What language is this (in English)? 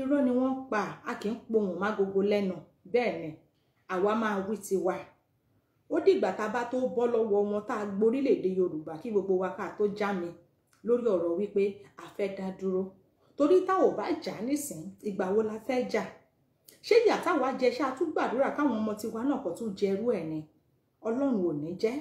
Yoruba